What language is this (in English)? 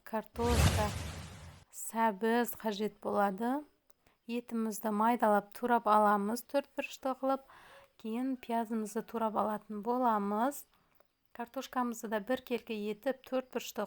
Kazakh